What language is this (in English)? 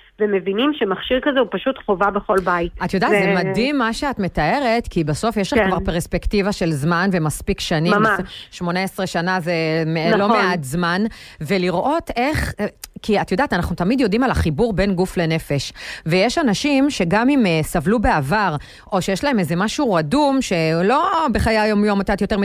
Hebrew